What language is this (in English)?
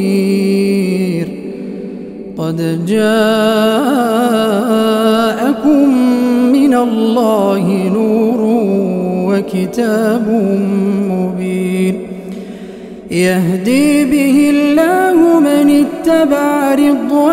Arabic